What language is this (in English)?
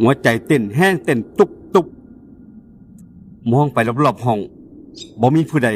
Northeastern Thai